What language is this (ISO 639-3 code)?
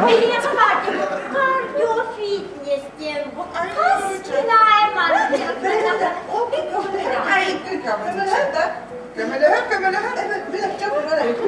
sah